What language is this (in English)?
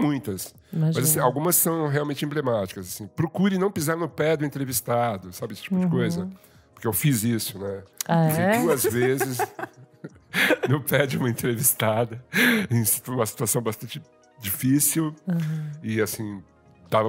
Portuguese